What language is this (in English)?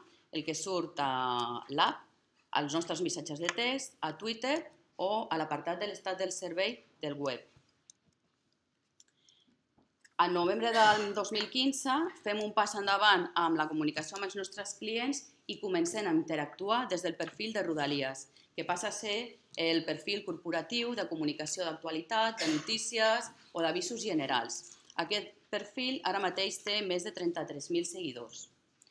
Catalan